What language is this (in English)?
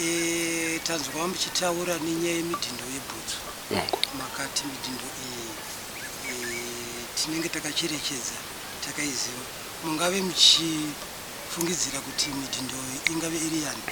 Shona